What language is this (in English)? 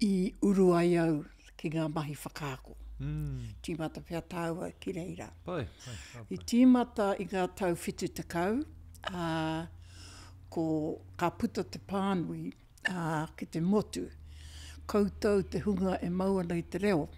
Māori